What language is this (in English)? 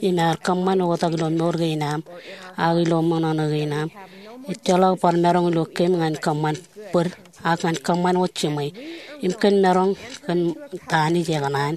Marshallese